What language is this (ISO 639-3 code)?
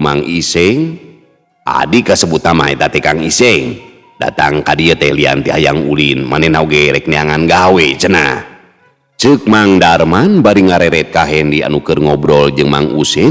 sun